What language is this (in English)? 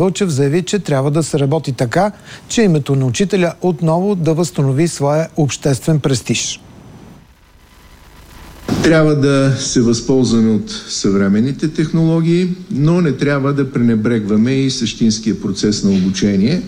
Bulgarian